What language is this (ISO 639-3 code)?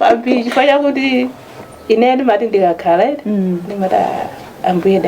nya